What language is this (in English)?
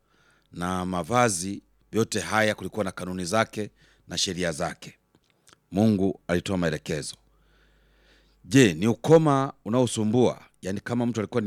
Swahili